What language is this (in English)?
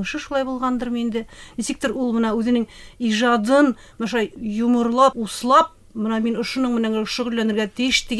Bashkir